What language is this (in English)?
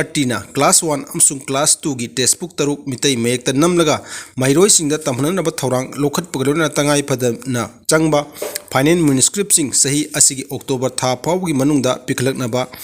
Manipuri